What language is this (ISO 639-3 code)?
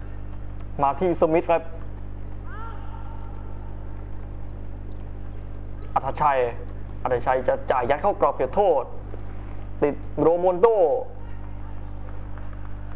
tha